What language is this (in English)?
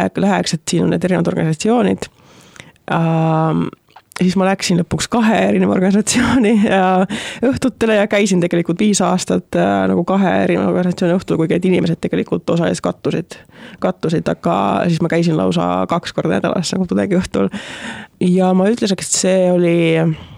Estonian